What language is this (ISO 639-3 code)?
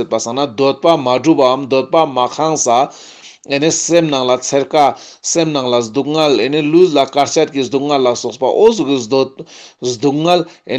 lbj